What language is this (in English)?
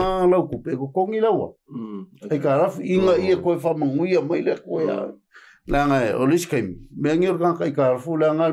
Samoan